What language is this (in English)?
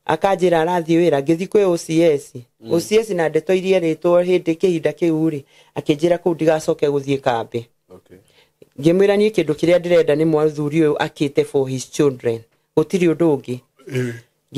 Kikuyu